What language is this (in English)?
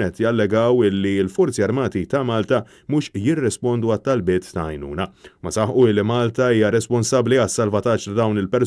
Maltese